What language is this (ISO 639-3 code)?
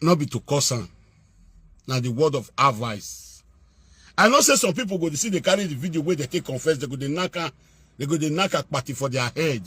pcm